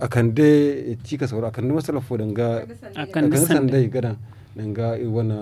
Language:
Zarma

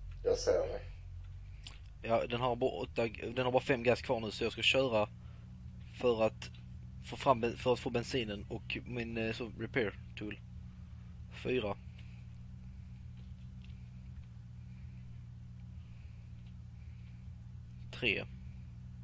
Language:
Swedish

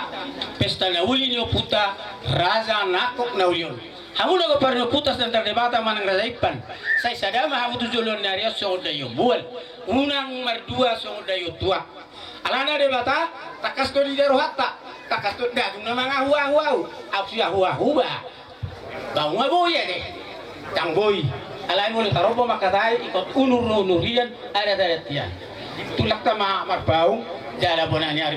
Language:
Batak Toba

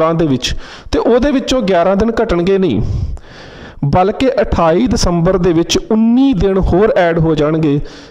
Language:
Punjabi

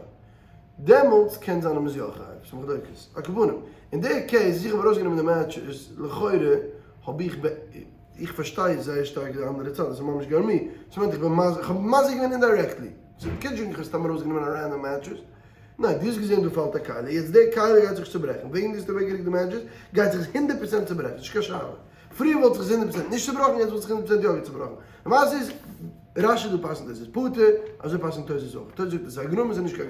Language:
Yiddish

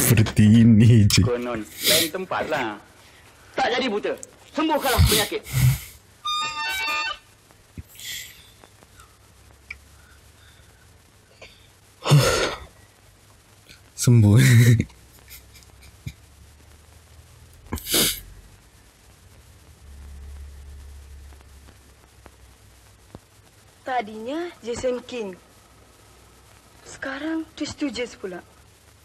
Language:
Malay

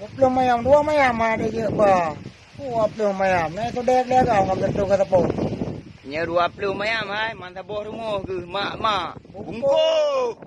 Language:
Achinese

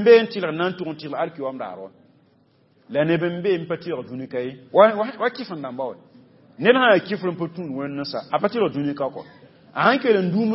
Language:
Mossi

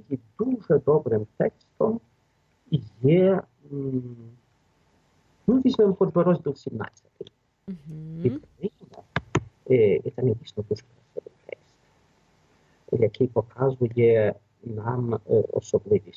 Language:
Ukrainian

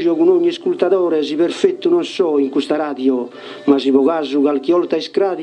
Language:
Sardinian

